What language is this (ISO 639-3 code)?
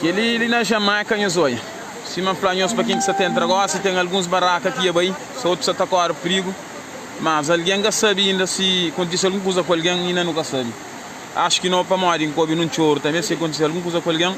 kea